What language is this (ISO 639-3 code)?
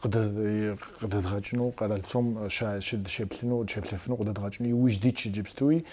kbd